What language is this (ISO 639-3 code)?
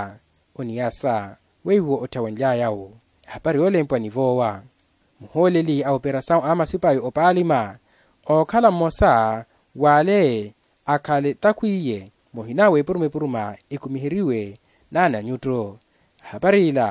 vmw